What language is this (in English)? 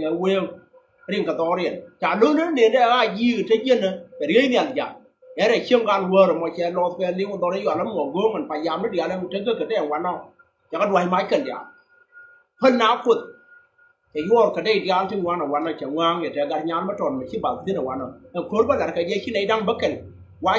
Nuer